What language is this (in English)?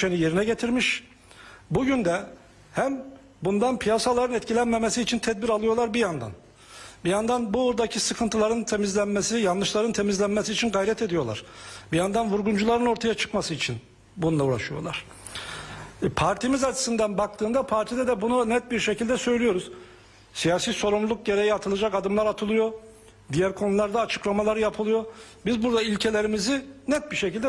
Turkish